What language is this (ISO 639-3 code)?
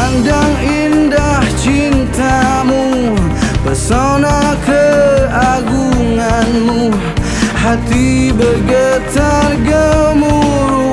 ind